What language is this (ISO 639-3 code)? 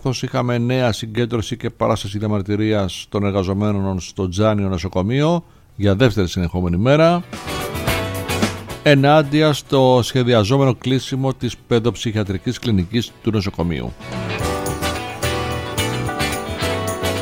ell